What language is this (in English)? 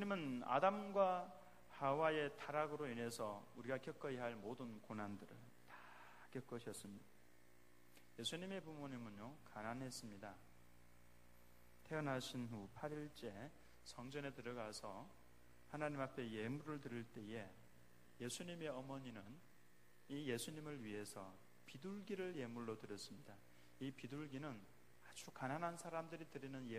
Korean